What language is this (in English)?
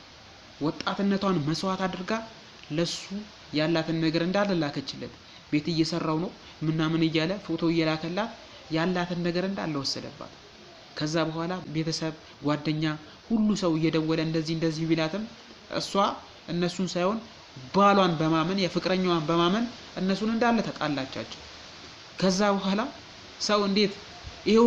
Amharic